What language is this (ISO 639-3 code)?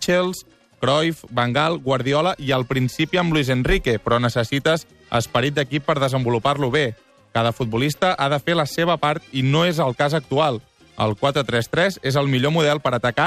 cat